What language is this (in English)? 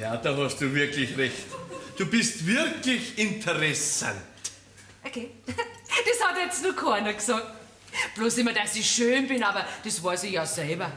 Bavarian